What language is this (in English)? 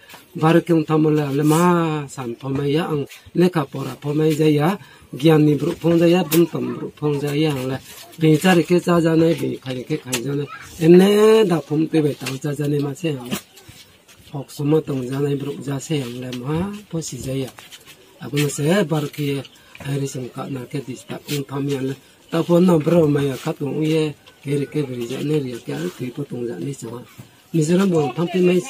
Riang (India)